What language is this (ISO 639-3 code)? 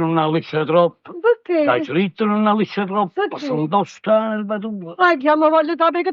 nap